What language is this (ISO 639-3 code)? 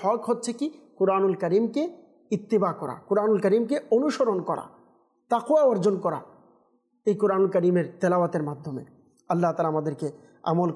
ben